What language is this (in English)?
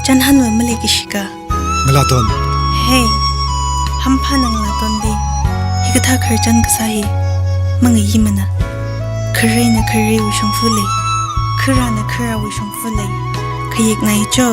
Tangkhul Naga (India)